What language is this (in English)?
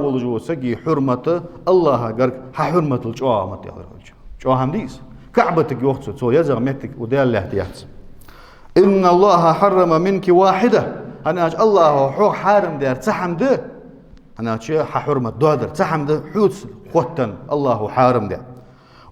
Ingush